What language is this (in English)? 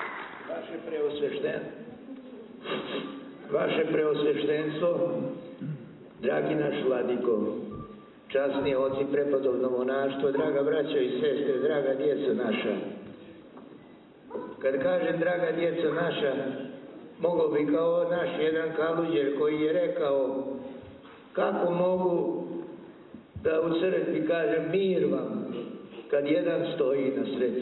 Serbian